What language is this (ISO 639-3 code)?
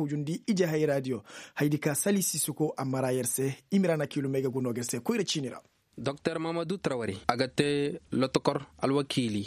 ses